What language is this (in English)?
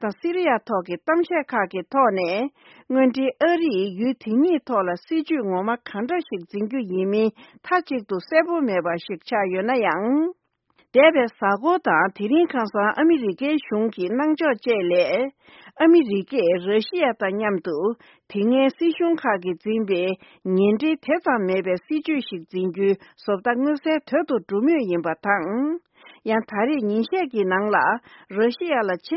Tibetan